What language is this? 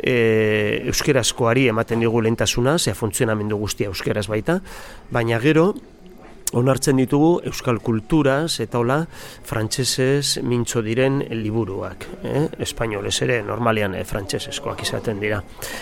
Basque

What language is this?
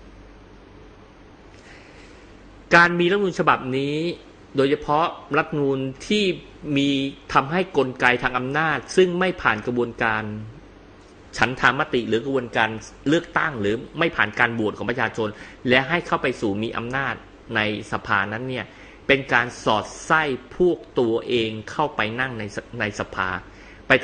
Thai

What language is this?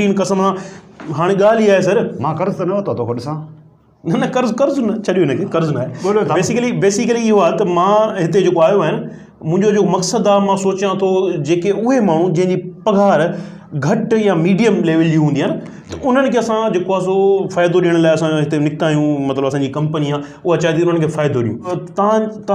Sindhi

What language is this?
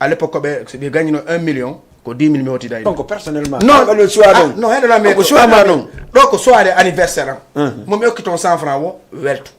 Fula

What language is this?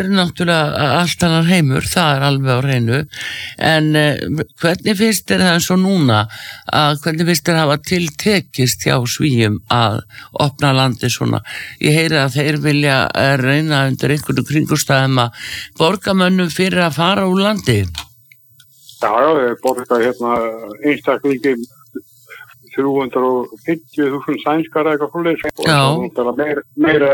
Icelandic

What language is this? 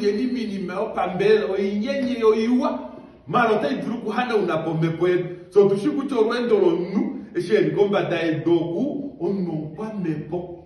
Kuanyama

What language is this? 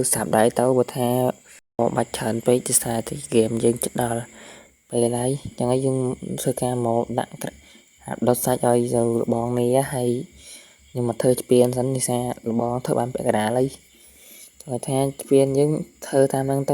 Khmer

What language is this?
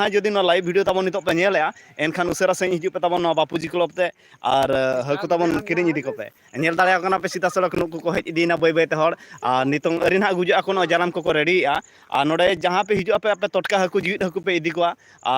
Santali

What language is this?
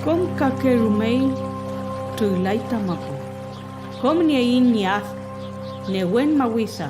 Mapuche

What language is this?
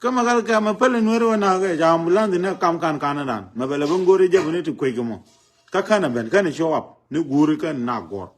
Nuer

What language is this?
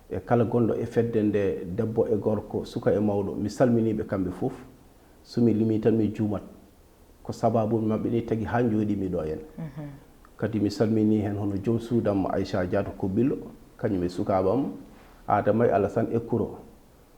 Fula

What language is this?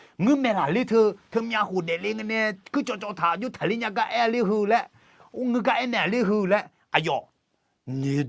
Akha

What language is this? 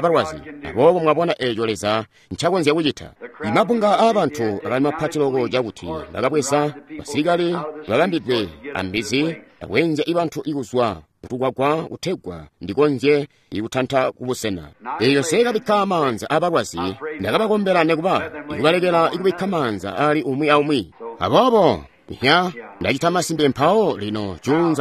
Tonga (Zambia)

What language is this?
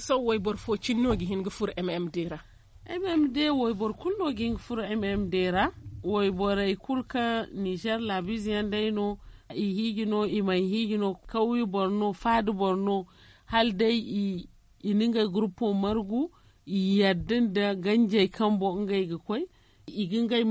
Zarma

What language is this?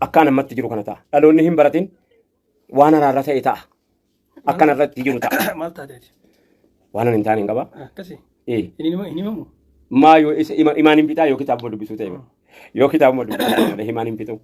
Oromo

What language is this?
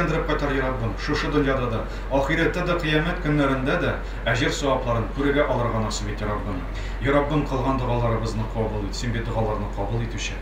Tatar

